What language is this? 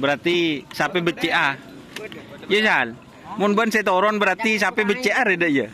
Madurese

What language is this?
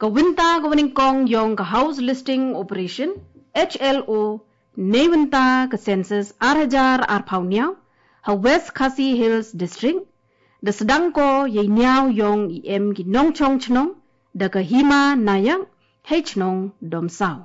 Garo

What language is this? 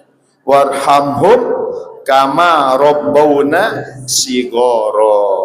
Sasak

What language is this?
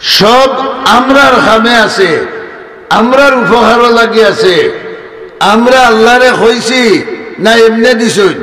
Sylheti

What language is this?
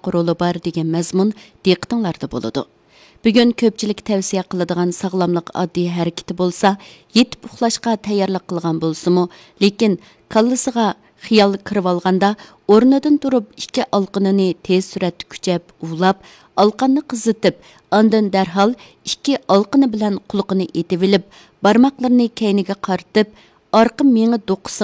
Uyghur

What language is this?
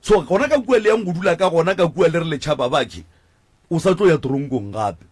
Northern Sotho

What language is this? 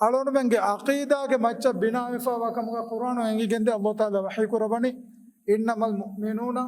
Divehi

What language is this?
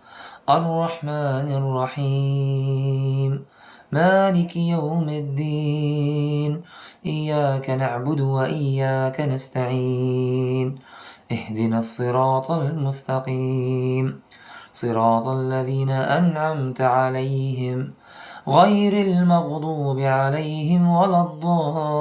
Kurdish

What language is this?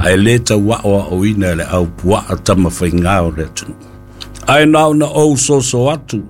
Samoan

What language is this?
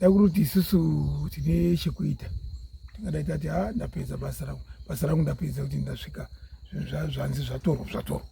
Shona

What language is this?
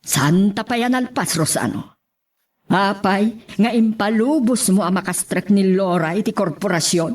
Iloko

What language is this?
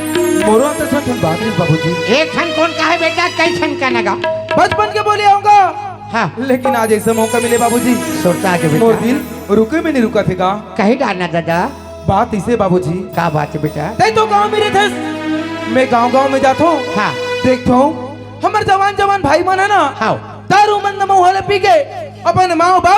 Chhattisgarhi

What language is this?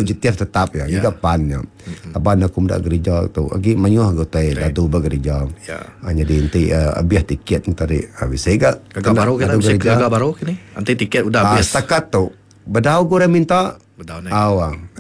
Iban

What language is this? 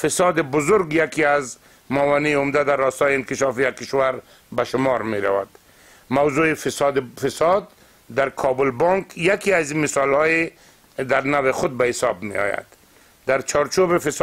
Persian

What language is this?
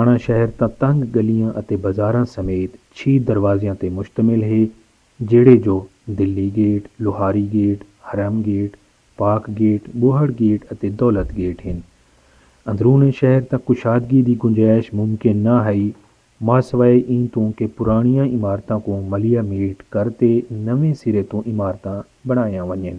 Saraiki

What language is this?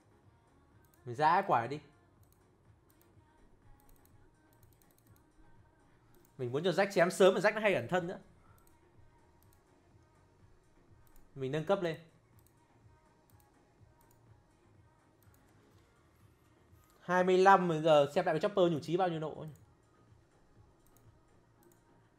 Vietnamese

